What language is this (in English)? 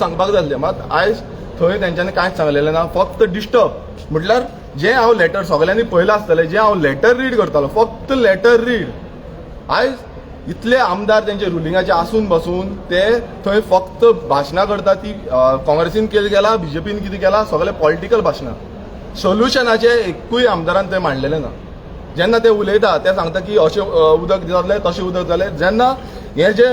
Konkani